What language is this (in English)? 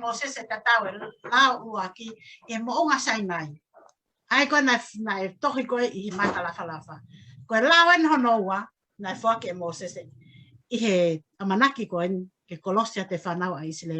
Tongan